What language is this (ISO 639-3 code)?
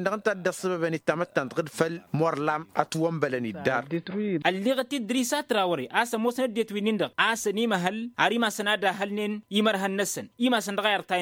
taq